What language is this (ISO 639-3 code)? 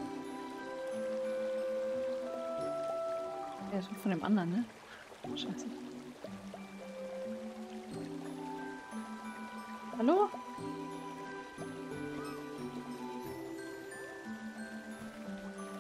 deu